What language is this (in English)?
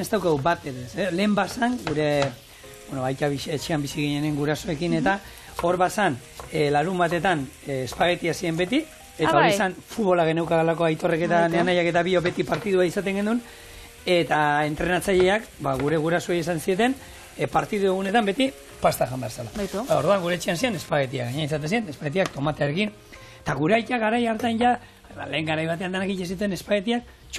Basque